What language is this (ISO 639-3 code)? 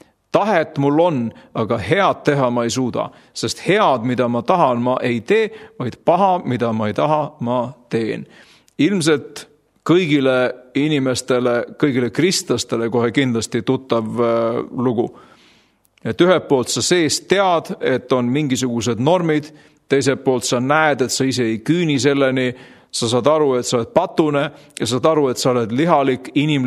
est